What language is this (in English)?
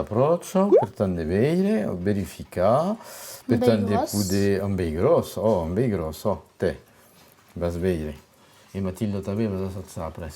Occitan